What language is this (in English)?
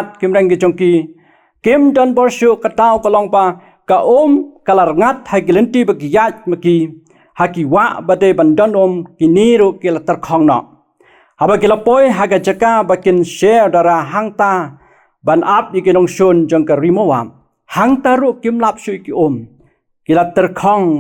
Khasi